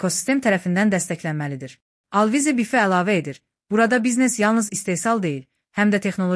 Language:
Azerbaijani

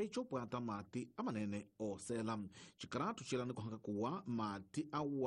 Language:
Tsonga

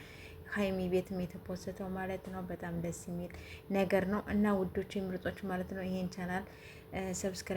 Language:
Amharic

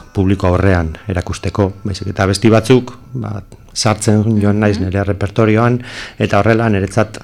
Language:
Basque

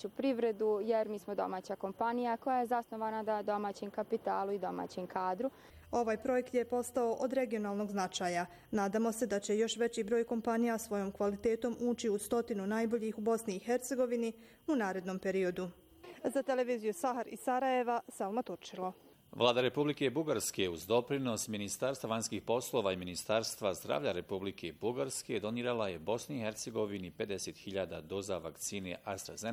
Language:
Bosnian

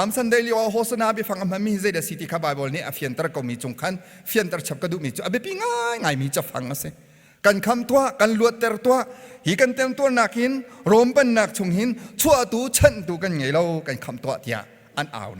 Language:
Hakha Chin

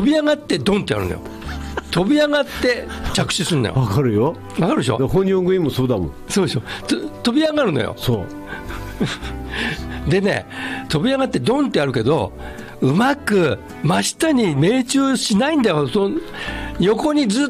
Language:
Japanese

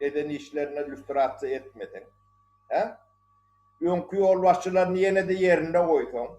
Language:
Turkmen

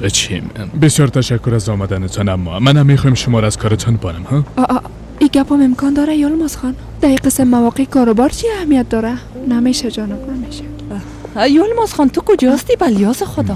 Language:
Persian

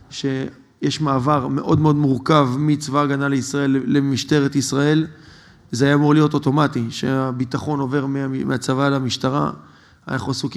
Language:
Hebrew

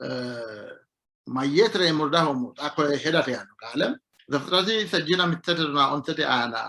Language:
Sidamo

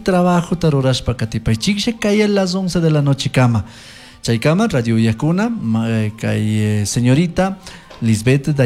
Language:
Chimborazo Highland Quichua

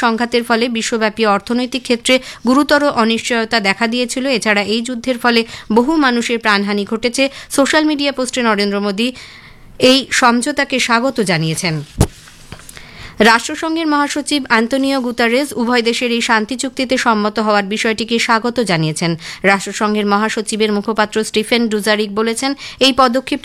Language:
Bangla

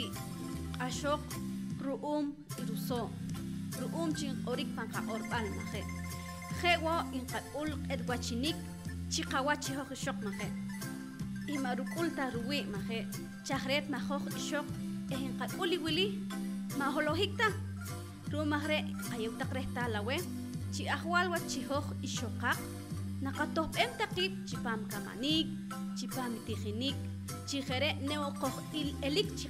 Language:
Poqomchi'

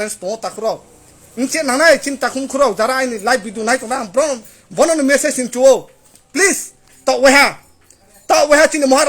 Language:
Kok Borok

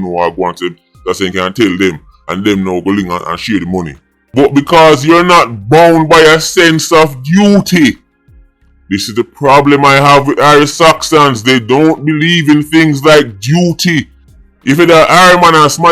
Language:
Jamaican Creole English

